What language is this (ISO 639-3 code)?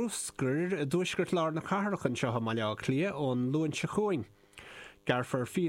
gle